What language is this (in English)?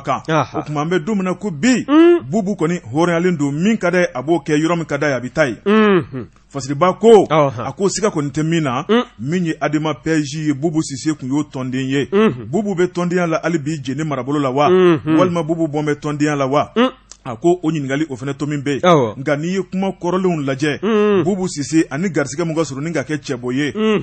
Bambara